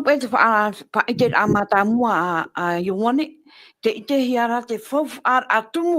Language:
Tahitian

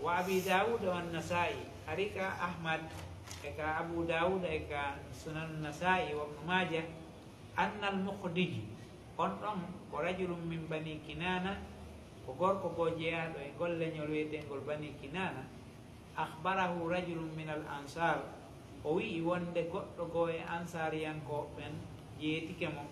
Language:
Fula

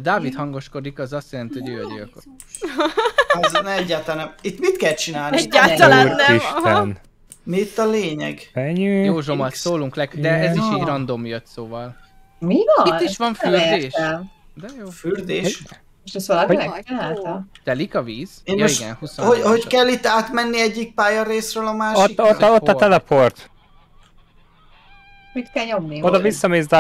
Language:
Hungarian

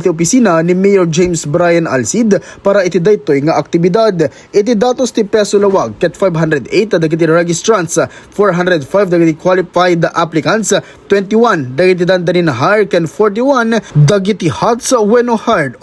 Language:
Iloko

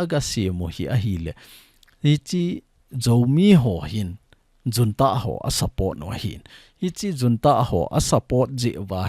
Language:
Thado Chin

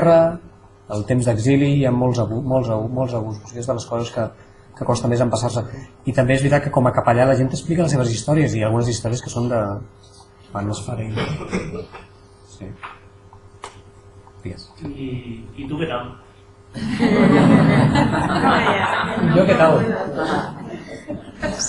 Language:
Catalan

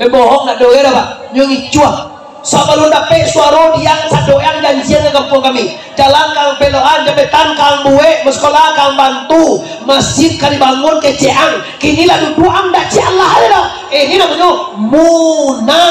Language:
Minangkabau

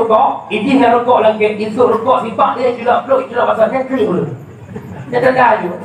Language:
Achinese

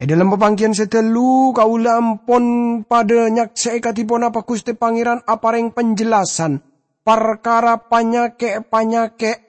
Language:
Madurese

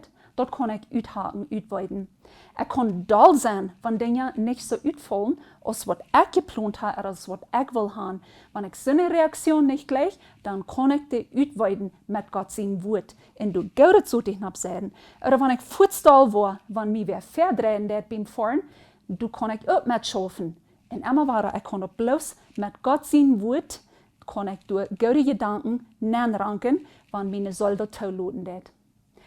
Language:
Plautdietsch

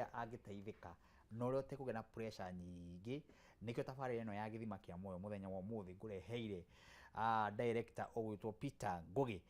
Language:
Kikuyu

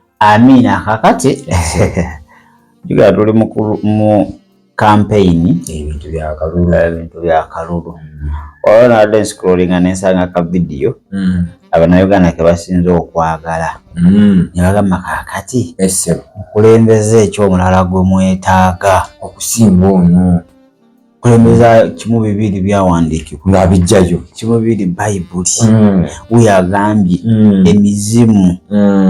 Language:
Ganda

